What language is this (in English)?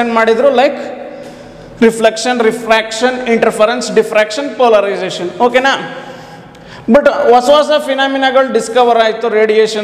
Kannada